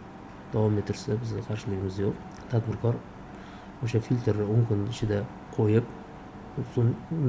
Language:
Uzbek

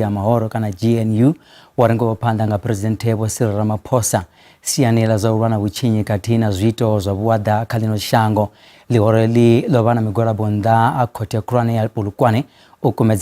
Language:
Venda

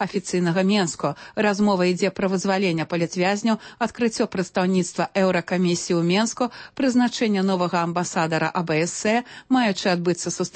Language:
Belarusian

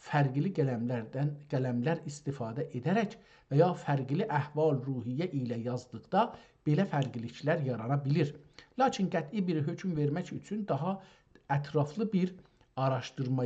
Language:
South Azerbaijani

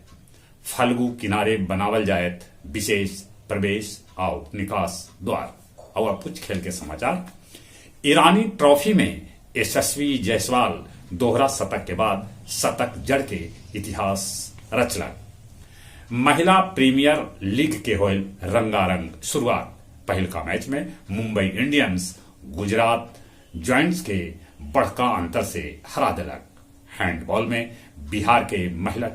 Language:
Magahi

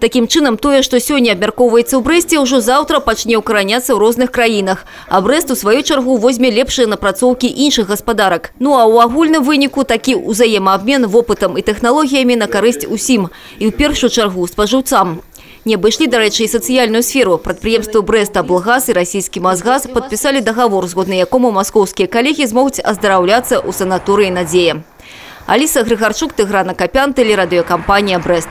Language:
Belarusian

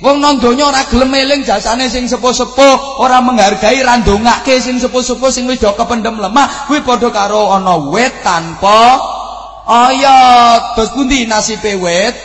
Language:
Javanese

